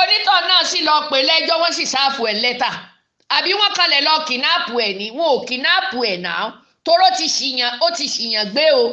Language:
Yoruba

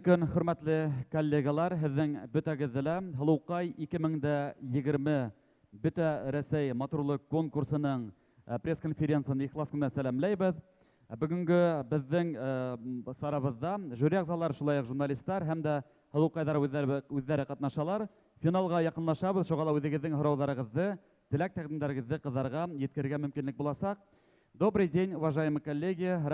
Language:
Bashkir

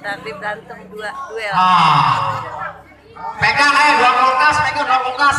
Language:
Betawi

